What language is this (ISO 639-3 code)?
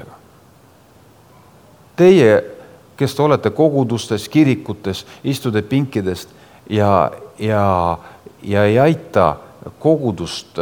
est